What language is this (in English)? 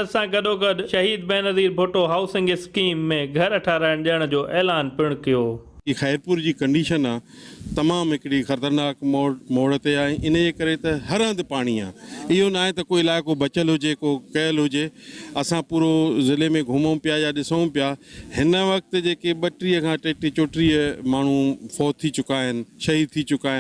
Sindhi